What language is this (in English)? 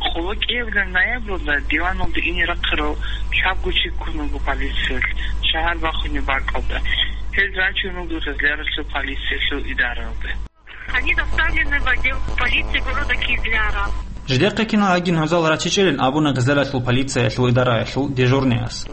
Avaric